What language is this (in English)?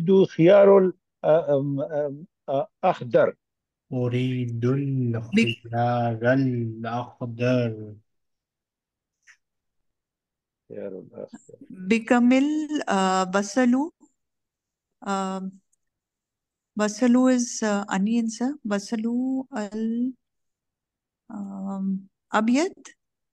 Urdu